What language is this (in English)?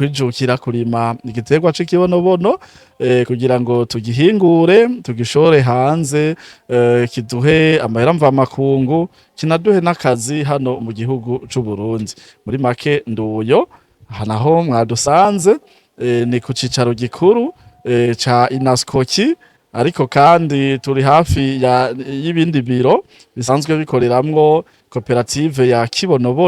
Rundi